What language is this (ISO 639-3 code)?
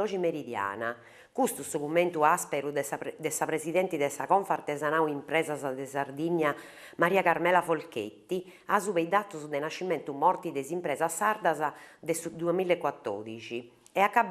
srd